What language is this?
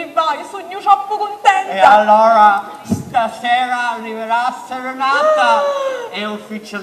Sicilian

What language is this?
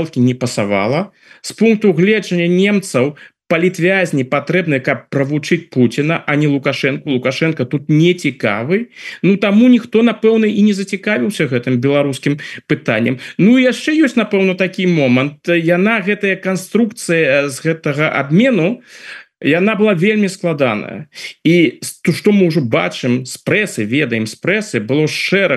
Belarusian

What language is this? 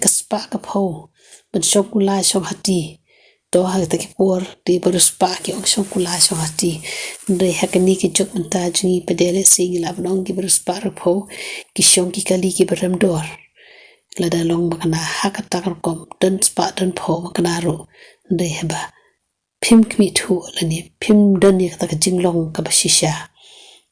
Khasi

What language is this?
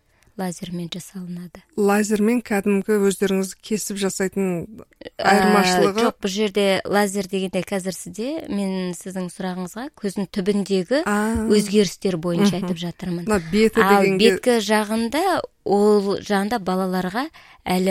Kazakh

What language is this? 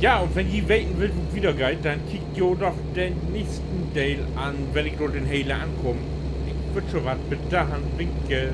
Low German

